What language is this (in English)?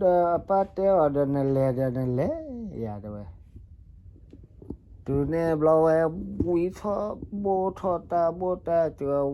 S'gaw Karen